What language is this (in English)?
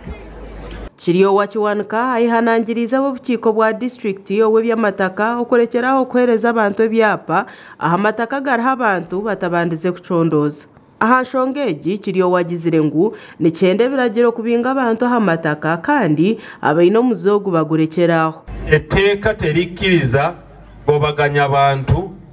Nyankole